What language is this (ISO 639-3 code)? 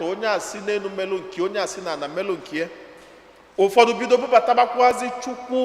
ibo